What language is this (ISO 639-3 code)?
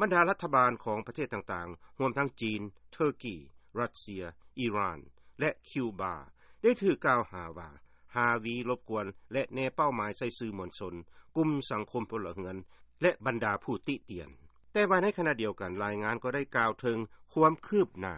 lao